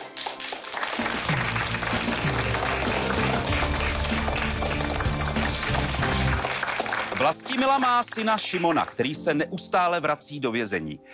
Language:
Czech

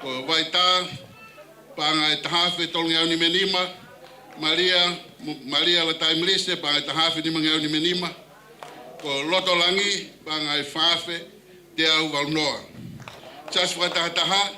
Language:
Tongan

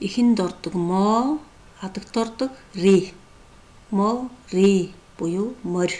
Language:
Mongolian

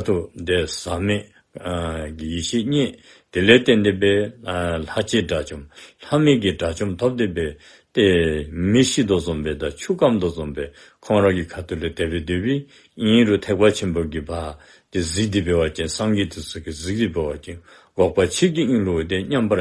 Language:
Dzongkha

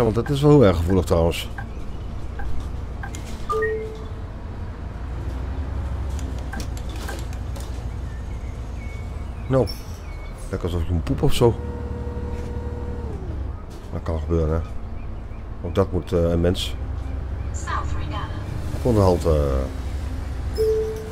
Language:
Dutch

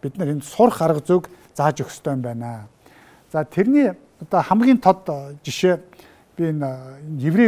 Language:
Mongolian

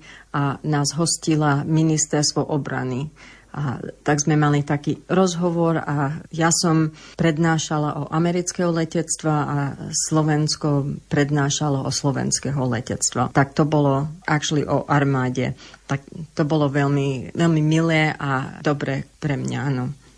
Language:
Slovak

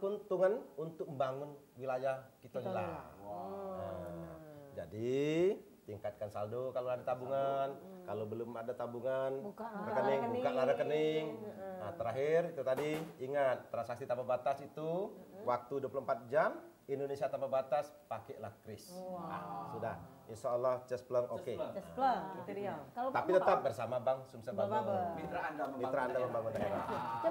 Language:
Musi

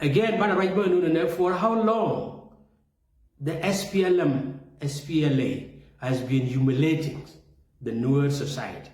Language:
Nuer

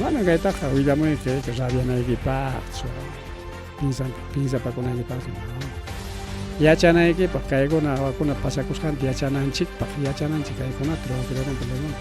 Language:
Ayacucho Quechua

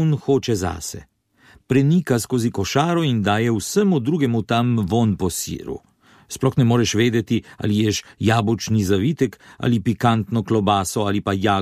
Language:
Slovenian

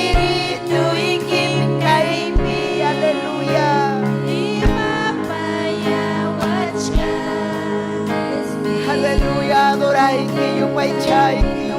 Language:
Ayacucho Quechua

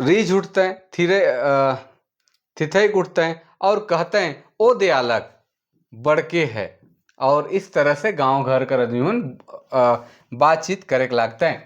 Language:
Sadri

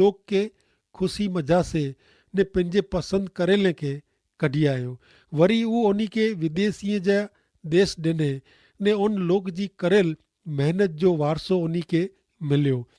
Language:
Kachhi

